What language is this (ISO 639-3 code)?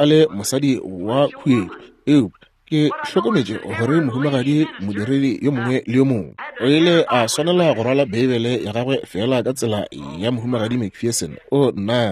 nso